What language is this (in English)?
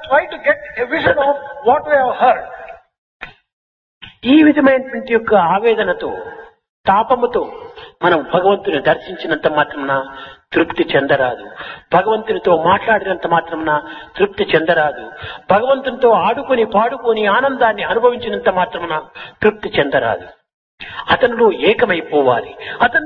Telugu